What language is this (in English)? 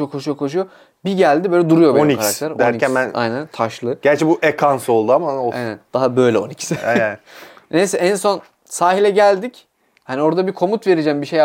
Turkish